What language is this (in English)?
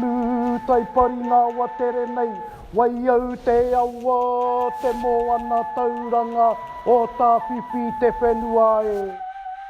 Māori